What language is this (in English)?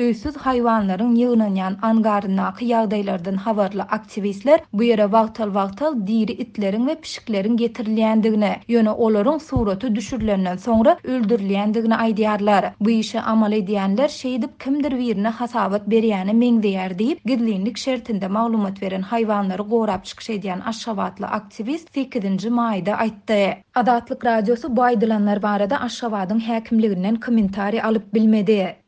Turkmen